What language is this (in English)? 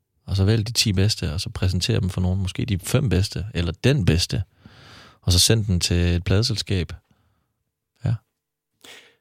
Danish